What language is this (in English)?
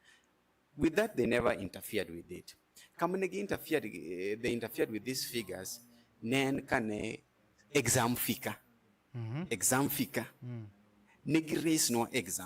Luo (Kenya and Tanzania)